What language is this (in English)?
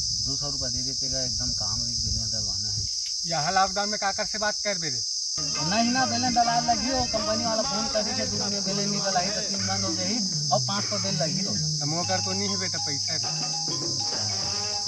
Chhattisgarhi